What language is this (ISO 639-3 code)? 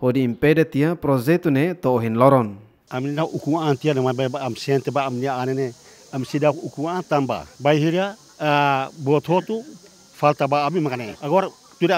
tet